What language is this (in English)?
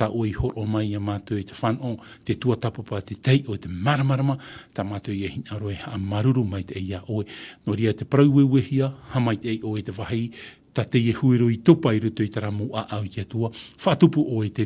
Tahitian